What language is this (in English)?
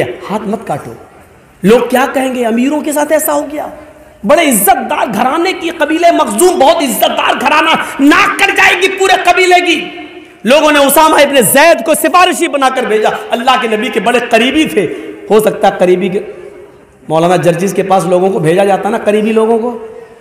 Urdu